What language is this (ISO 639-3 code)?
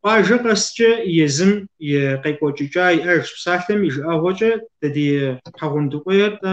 kbd